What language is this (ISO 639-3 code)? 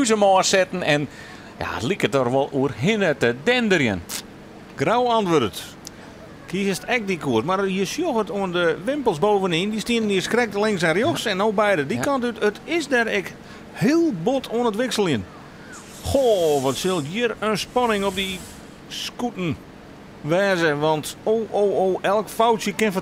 fry